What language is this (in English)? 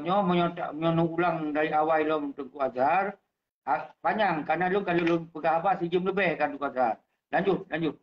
Achinese